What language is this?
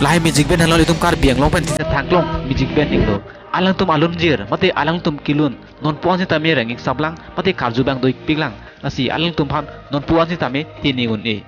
Karbi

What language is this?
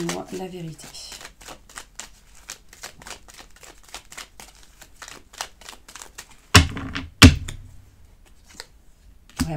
French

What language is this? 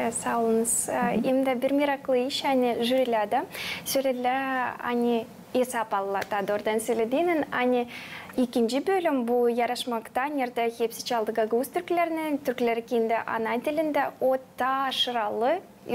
Gagauz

